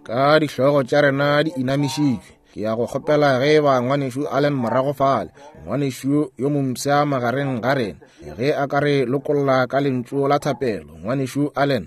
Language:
Northern Sotho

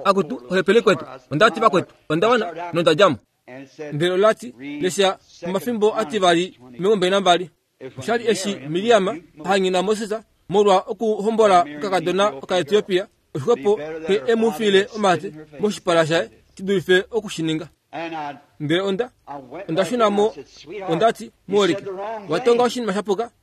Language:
Kuanyama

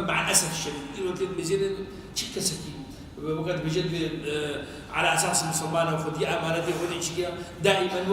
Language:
Kurdish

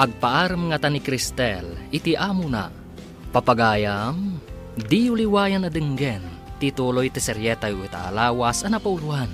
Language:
Iloko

